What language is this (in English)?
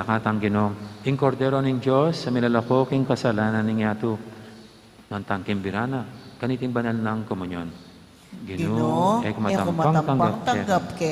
Pampanga